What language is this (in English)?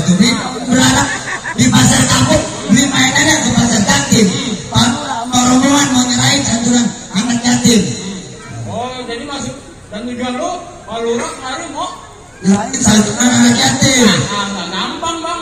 Betawi